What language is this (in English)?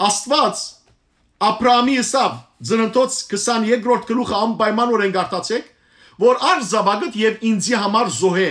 Western Armenian